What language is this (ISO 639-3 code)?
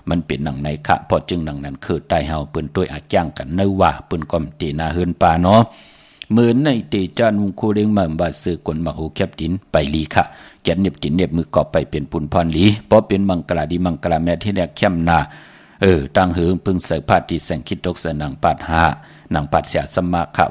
shn